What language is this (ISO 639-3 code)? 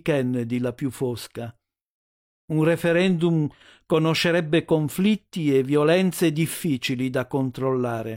ita